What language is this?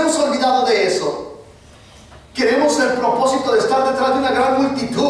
Spanish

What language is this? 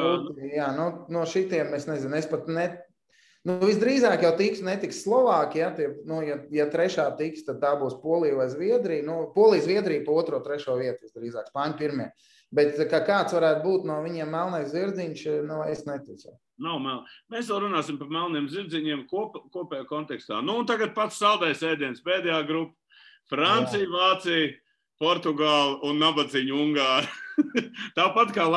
Latvian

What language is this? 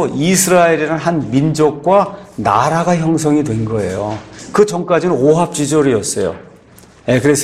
Korean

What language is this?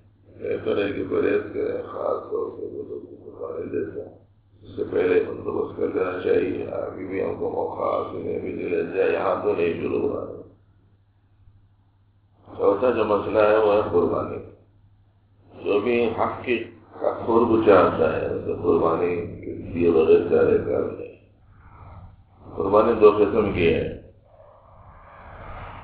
Urdu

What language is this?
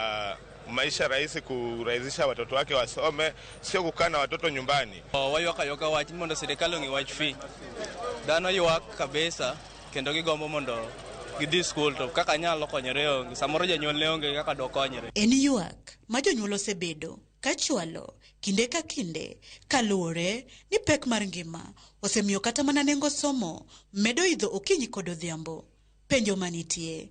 Luo (Kenya and Tanzania)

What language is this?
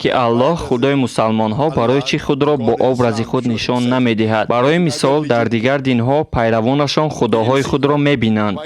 Tajik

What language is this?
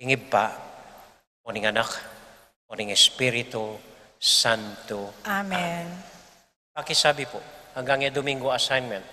Pampanga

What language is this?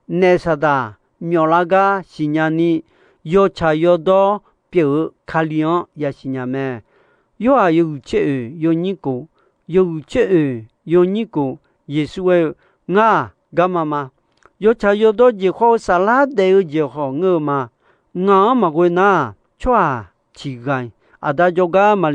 Akha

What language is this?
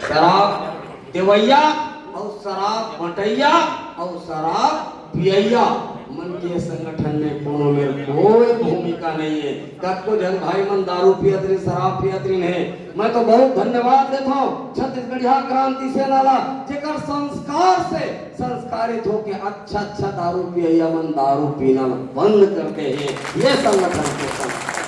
Chhattisgarhi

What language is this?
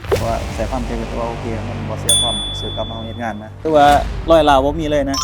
Lao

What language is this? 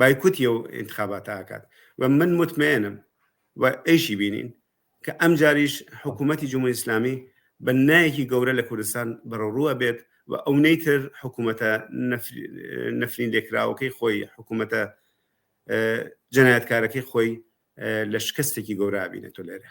Central Kurdish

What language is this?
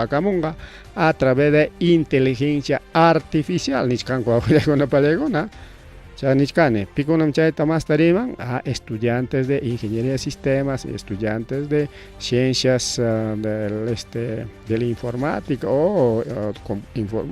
Ayacucho Quechua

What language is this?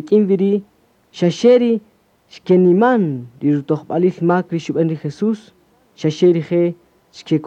Kaqchikel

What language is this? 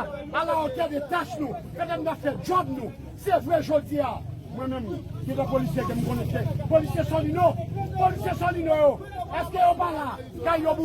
Haitian Creole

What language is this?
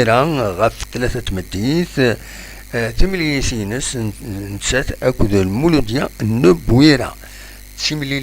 Kabyle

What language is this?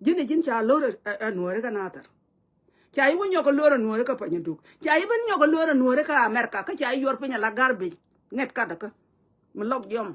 Nuer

